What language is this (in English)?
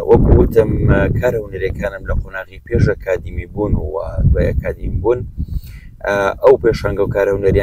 Central Kurdish